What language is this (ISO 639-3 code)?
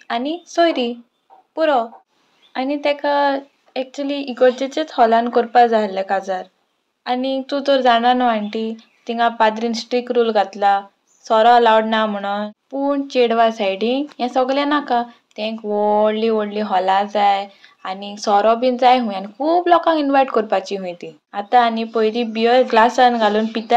kok